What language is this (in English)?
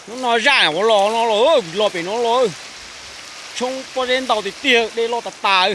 Hmong